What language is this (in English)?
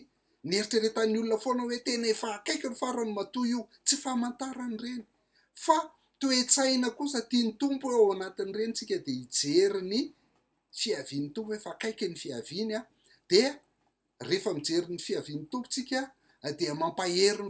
Malagasy